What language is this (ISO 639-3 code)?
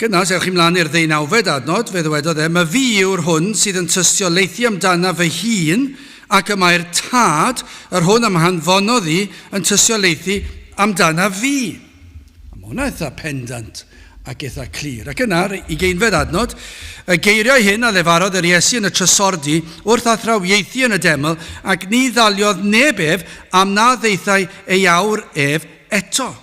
cym